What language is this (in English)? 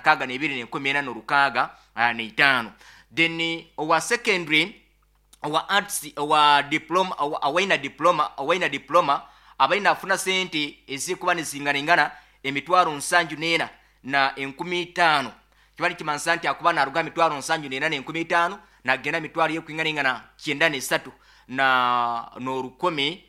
Nyoro